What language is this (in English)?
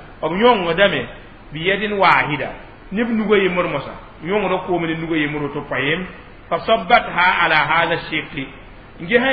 Mossi